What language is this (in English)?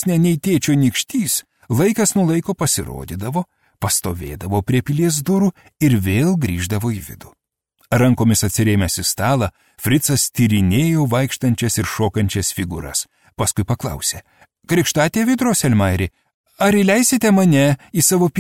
Lithuanian